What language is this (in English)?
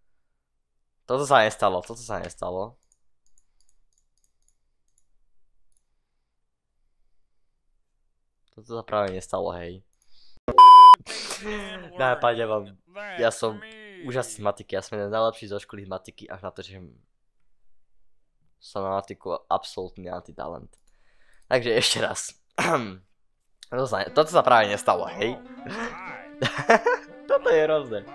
Slovak